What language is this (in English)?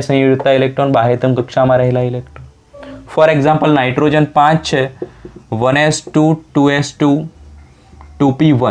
Gujarati